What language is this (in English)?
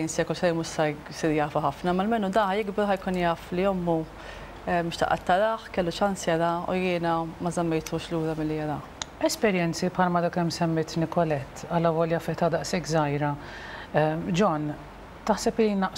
Maltese